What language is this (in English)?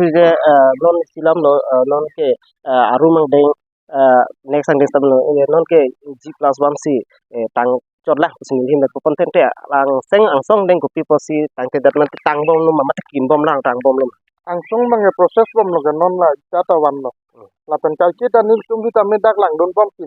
Karbi